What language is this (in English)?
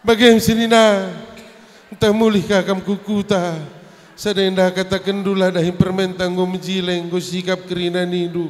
Batak Karo